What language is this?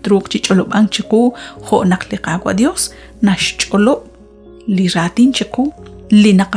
Kekchí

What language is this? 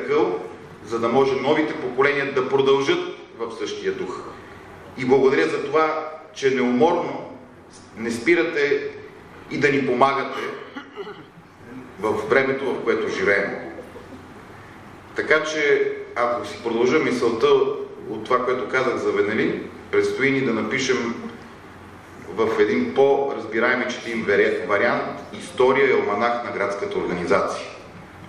Bulgarian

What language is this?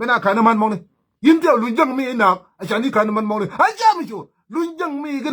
Nuer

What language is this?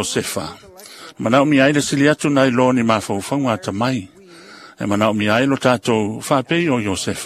Samoan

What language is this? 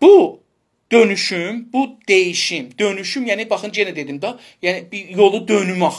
South Azerbaijani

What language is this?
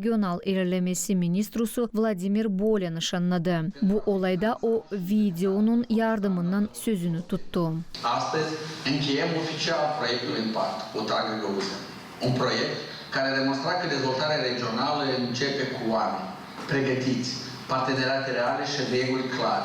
Gagauz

